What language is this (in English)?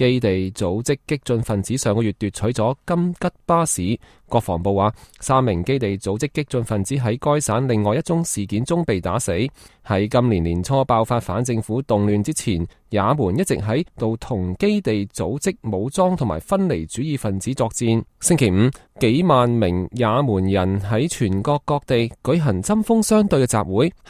Cantonese